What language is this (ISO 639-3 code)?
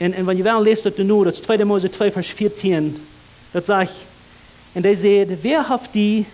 pdt